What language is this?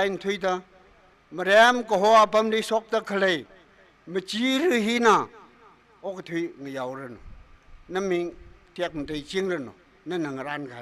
Tangkhul Naga (India)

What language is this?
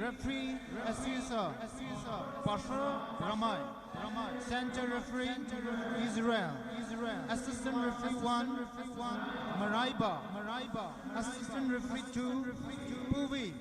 Poumei Naga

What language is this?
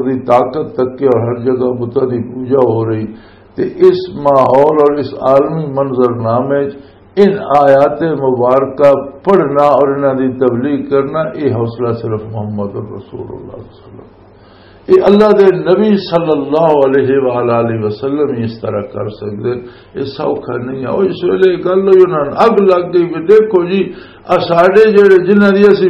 Western Panjabi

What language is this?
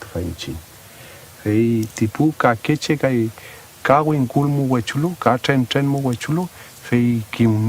Mapuche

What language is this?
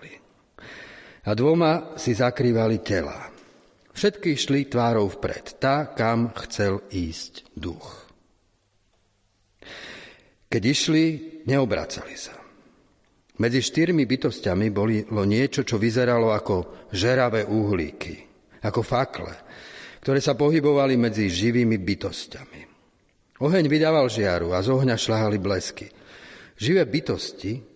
Slovak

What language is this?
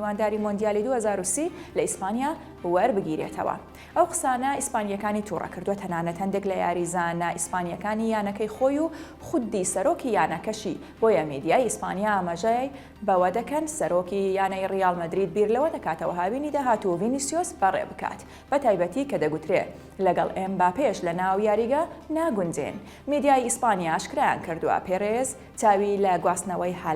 Central Kurdish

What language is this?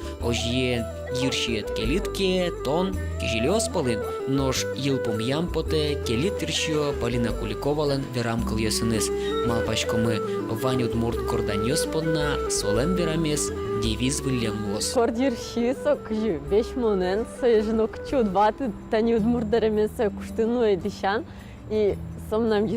Udmurt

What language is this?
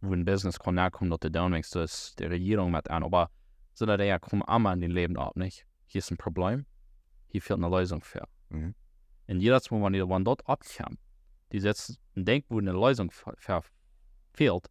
Plautdietsch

